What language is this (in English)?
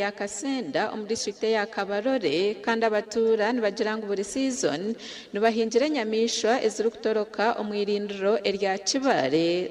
Nyankole